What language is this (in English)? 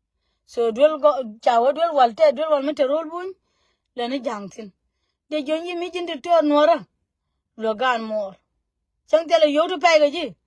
Nuer